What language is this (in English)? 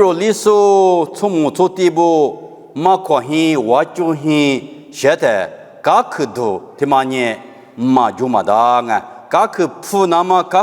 Lisu